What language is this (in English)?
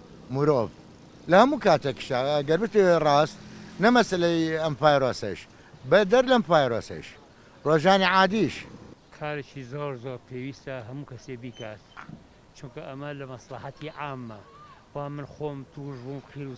Central Kurdish